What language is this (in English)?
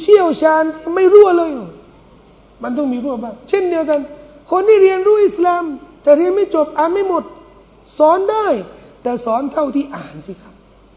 Thai